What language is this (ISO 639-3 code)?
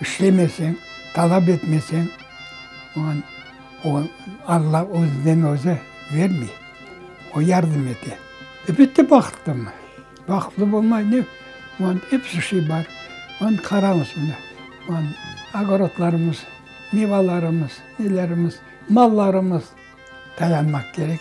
crh